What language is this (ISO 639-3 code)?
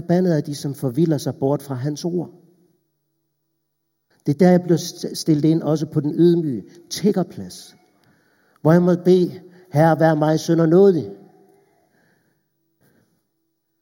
dan